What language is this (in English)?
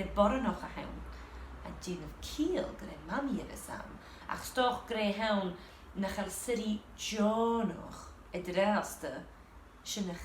Scottish Gaelic